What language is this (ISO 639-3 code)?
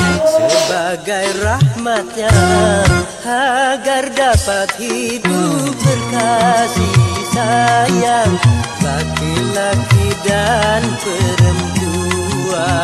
bew